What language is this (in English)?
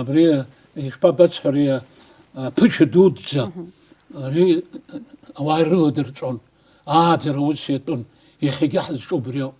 Abkhazian